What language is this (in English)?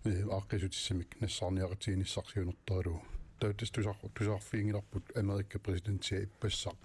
Kalaallisut